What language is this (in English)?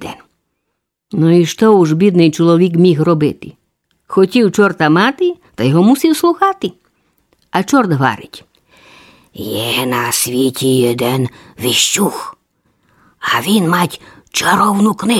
Rusyn